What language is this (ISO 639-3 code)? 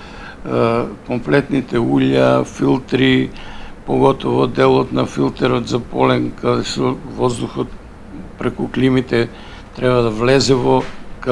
mkd